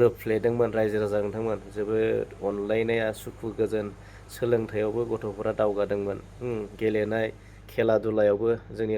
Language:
Bodo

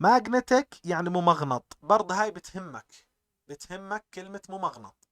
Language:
North Levantine Arabic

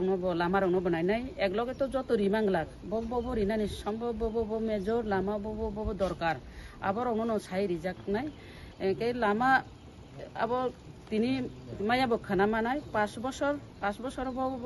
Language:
Kok Borok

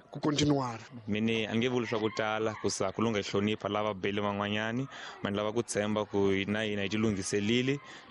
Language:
Tsonga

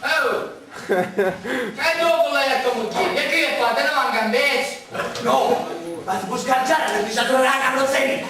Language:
Sicilian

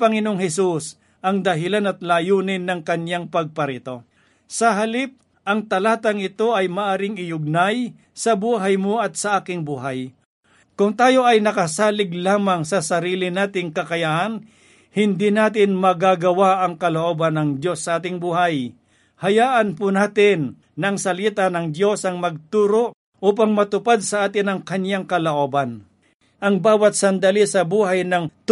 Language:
Filipino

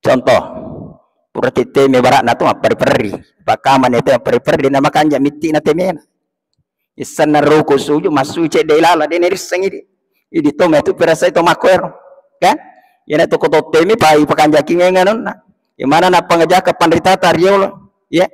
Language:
Buginese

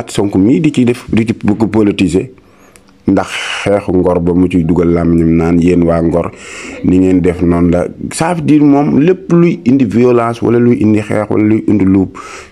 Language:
Wolof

